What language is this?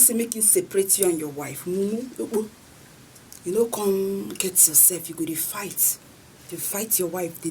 Nigerian Pidgin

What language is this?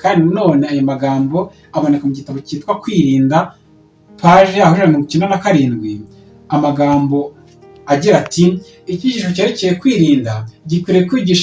Kinyarwanda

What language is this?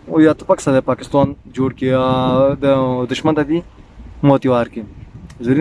Pashto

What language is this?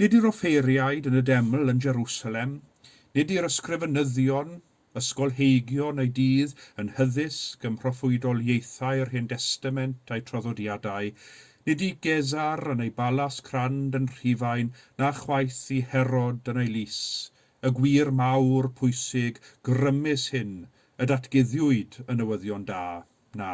Welsh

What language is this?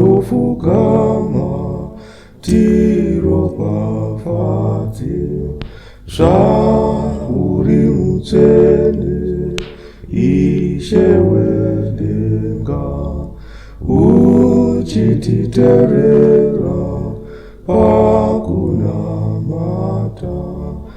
Shona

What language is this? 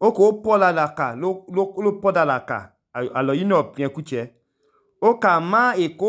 Idoma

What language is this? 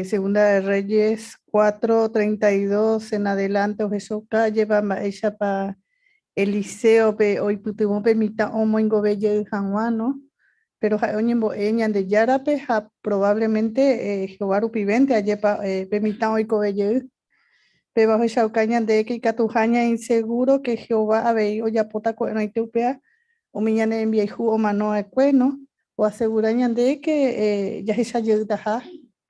Guarani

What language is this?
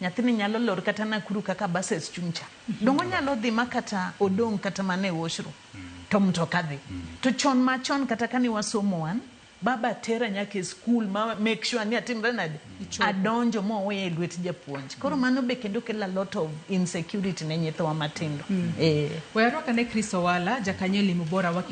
Luo (Kenya and Tanzania)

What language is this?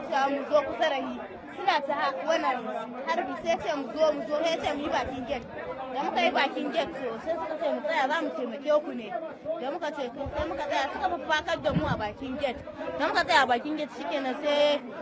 Hausa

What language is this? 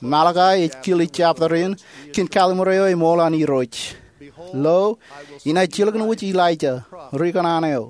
Marshallese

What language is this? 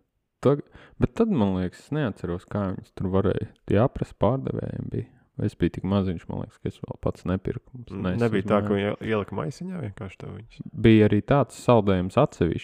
Latvian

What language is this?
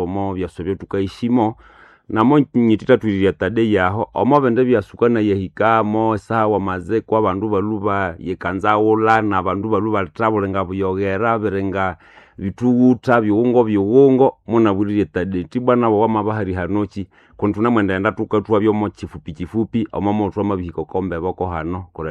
Nande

